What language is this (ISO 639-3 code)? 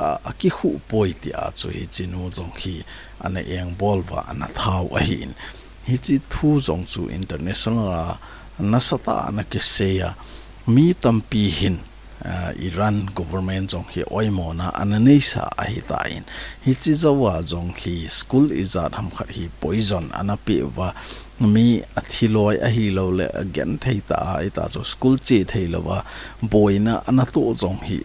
tcz